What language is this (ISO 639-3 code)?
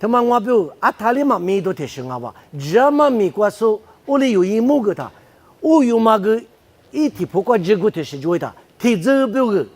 lis